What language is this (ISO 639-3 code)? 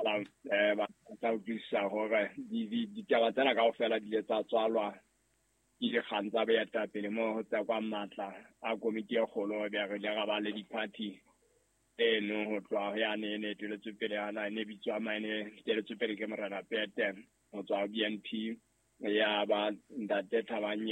sot